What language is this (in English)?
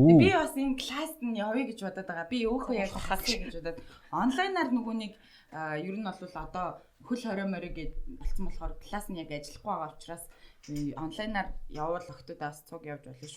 Mongolian